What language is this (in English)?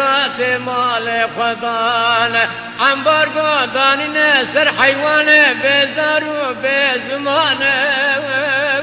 Kurdish